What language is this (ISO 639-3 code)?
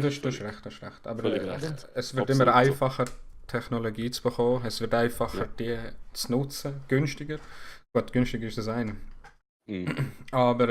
gsw